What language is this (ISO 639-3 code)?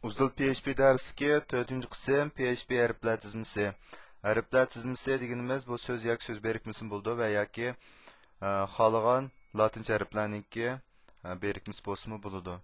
uig